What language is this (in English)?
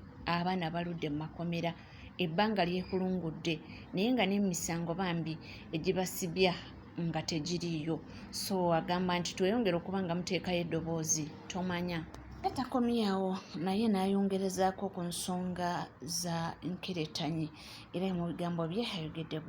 Ganda